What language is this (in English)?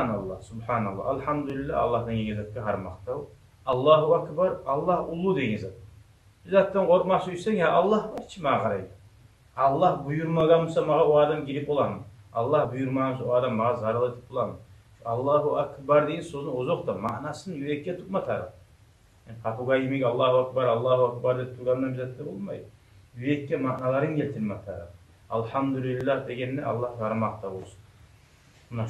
Kumyk